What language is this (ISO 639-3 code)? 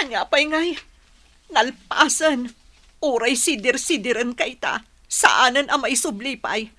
ilo